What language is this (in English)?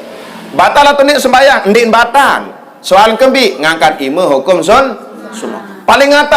Sasak